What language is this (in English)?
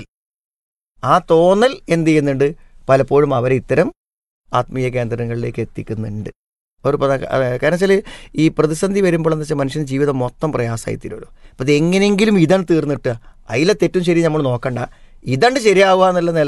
Malayalam